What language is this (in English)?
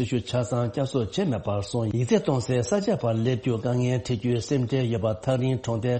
Tibetan